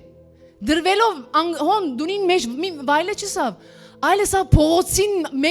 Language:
Western Armenian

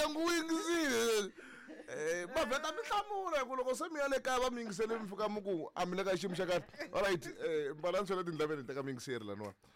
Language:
Tsonga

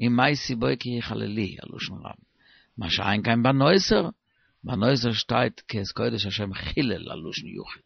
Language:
Yiddish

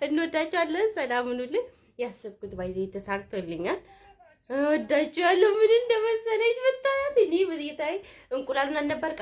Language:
Amharic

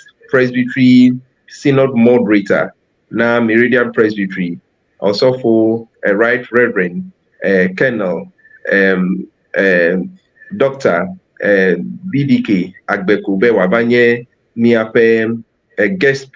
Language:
Ewe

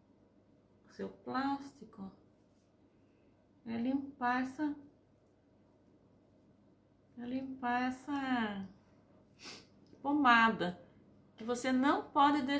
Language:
Portuguese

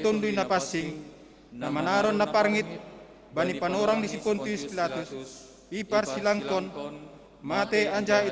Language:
Batak Simalungun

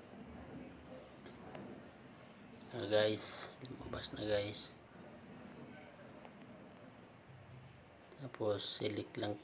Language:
Filipino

